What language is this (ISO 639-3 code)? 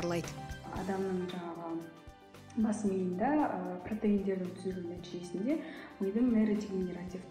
kaz